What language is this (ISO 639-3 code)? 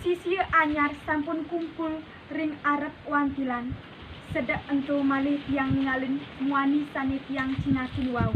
ban